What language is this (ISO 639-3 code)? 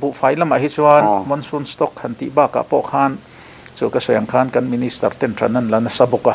lus